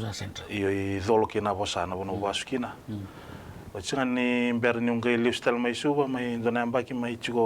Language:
Fijian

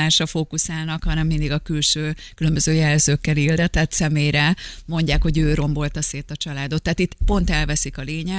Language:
Hungarian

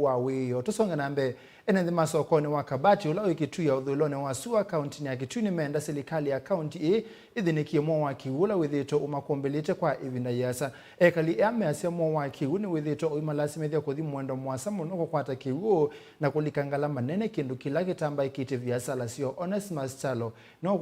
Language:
Kamba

